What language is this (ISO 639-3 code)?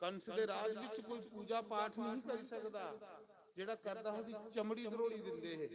doi